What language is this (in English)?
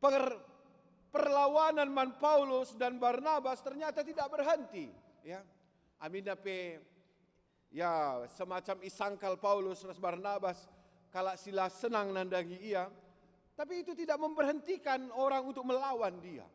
Batak Karo